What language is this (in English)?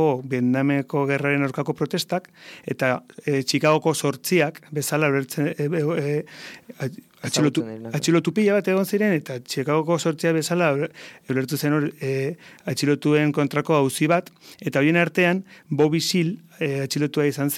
Basque